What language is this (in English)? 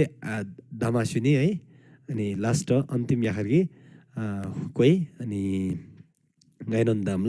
Eastern Tamang